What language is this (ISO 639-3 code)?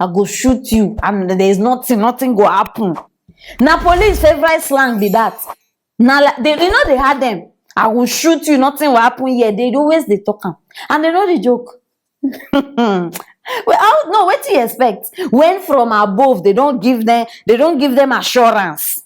pcm